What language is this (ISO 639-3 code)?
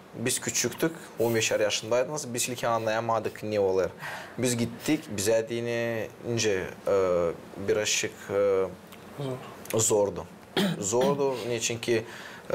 gag